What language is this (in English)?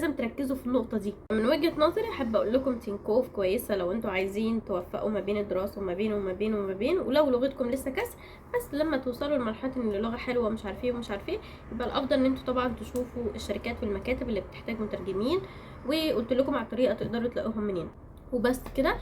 Egyptian Arabic